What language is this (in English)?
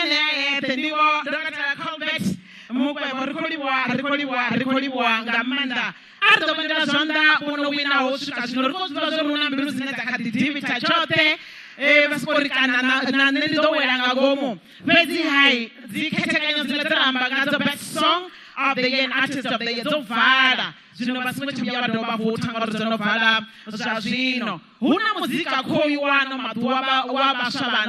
Venda